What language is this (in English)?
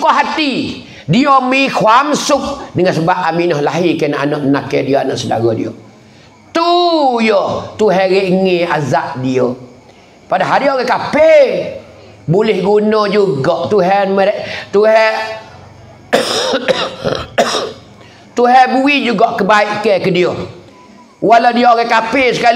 Pattani Malay